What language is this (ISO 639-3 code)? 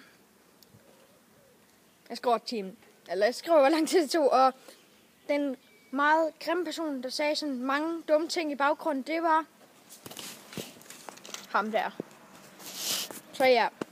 dan